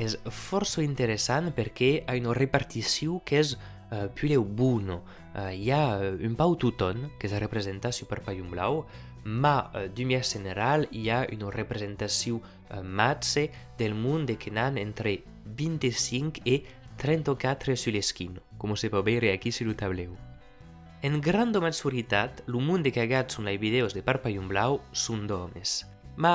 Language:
Occitan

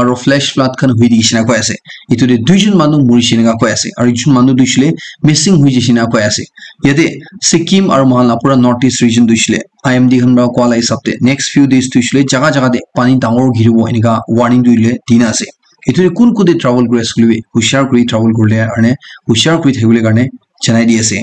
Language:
Naga Pidgin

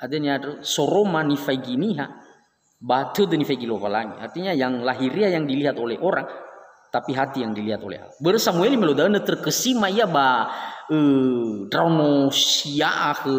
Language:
Nias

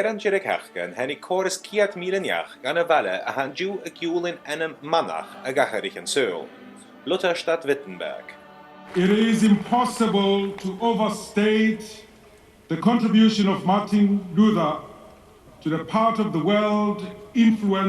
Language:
Scottish Gaelic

